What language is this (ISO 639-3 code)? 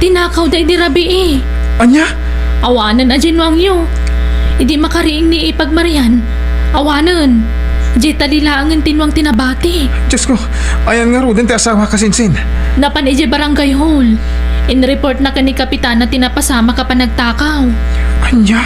ilo